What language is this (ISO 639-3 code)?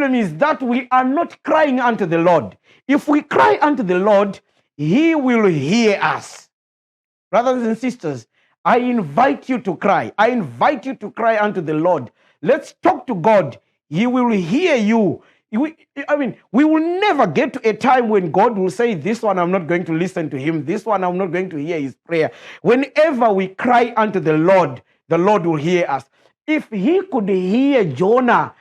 eng